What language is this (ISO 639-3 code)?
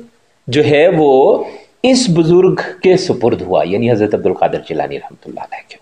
urd